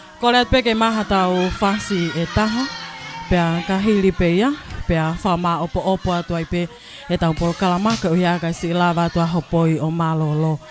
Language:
Tongan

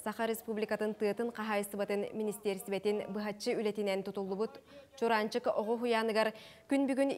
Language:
Yakut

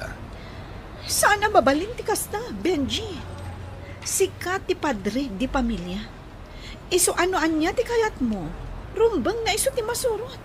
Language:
Iloko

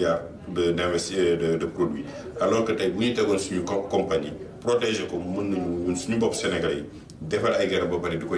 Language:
Wolof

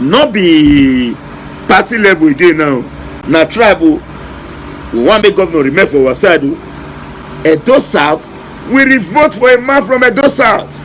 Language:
Nigerian Pidgin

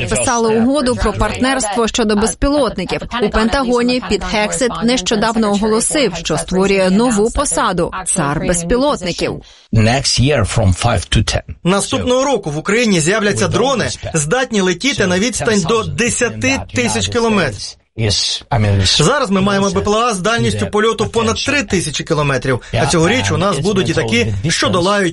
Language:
Ukrainian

